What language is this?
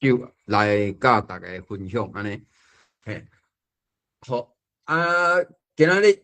Min Nan Chinese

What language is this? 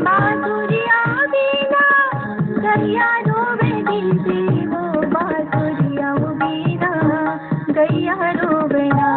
Chhattisgarhi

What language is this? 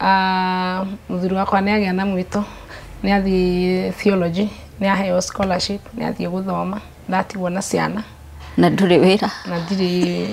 Kikuyu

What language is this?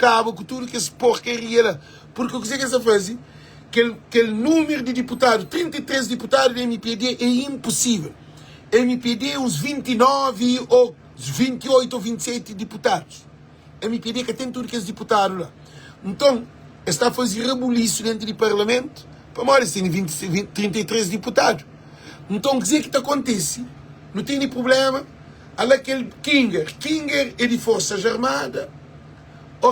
Kabuverdianu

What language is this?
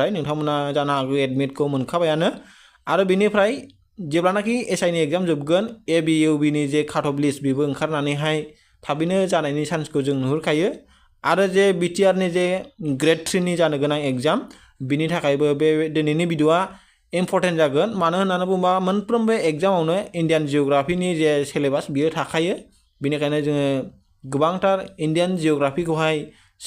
Bodo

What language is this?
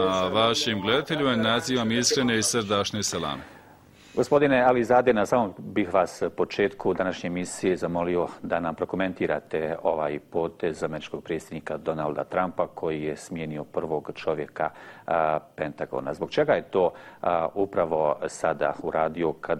Bosnian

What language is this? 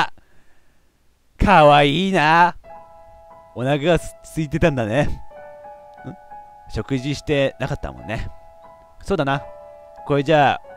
Japanese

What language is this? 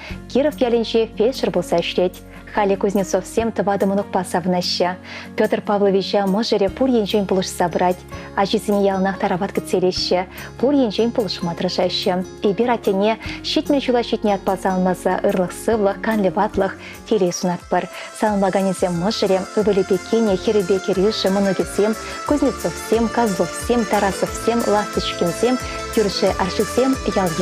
Chuvash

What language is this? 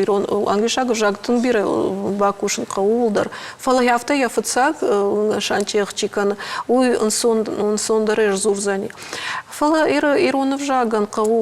Ossetic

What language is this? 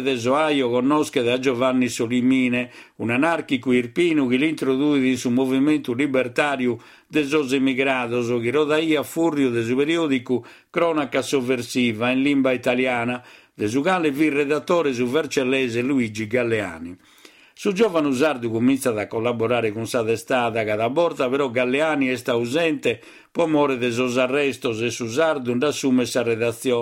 Sardinian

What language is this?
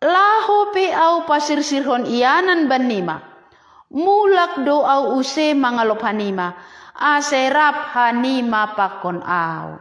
Batak Simalungun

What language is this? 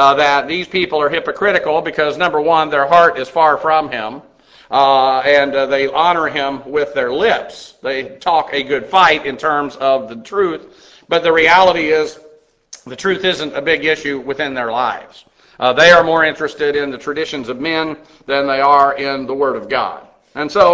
English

